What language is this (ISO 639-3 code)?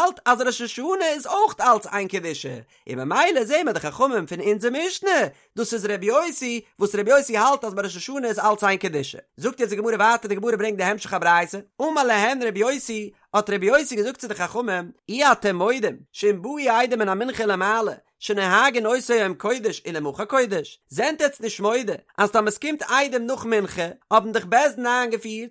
yid